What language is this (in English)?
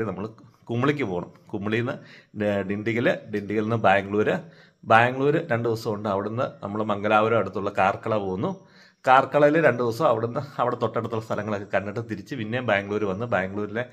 Malayalam